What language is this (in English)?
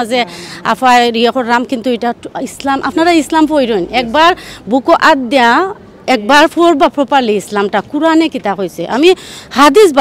Sylheti